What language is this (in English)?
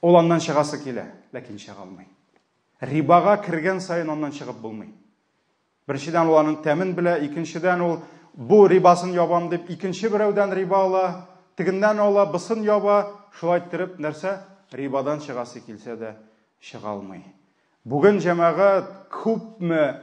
Tatar